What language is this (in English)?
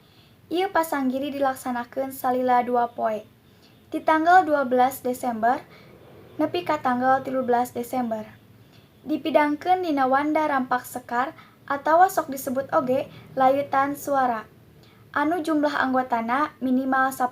Sundanese